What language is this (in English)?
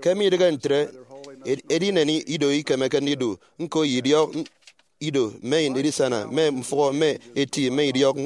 Efik